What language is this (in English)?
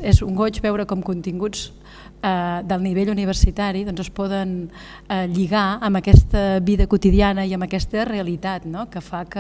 Catalan